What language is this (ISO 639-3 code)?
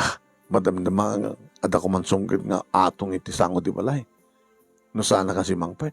ilo